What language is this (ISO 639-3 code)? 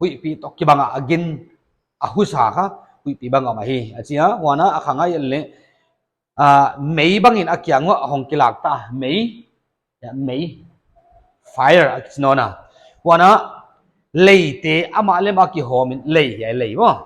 pck